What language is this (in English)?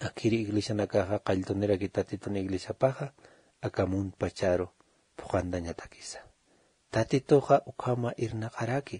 Aymara